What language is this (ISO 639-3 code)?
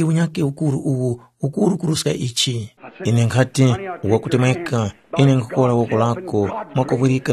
tum